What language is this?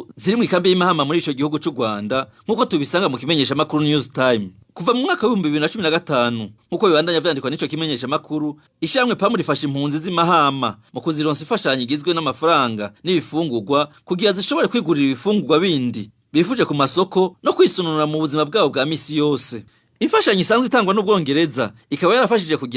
Rundi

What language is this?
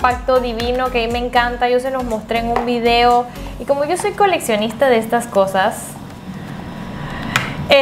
Spanish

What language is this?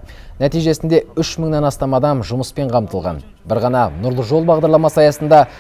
Kazakh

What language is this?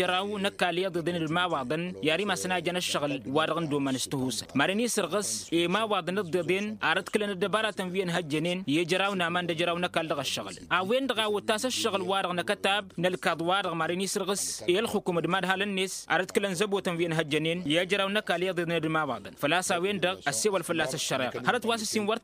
Tamasheq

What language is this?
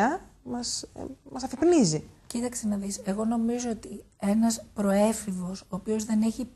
Greek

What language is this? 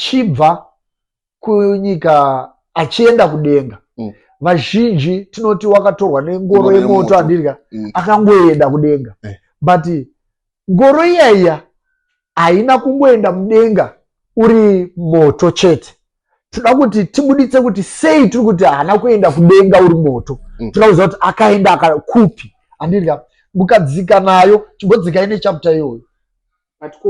Shona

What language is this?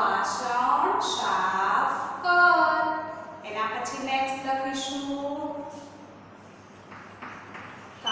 Gujarati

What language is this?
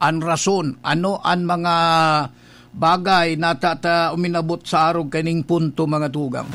Bikol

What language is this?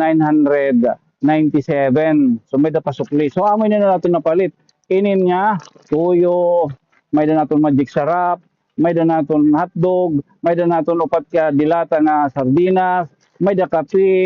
Waray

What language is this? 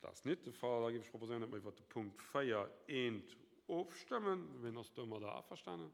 Luxembourgish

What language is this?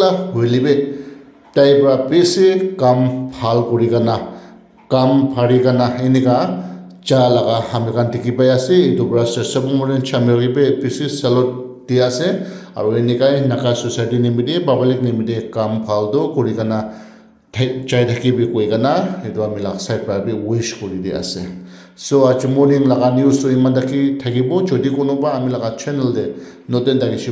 Naga Pidgin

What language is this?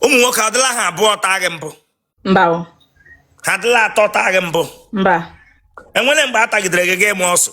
Igbo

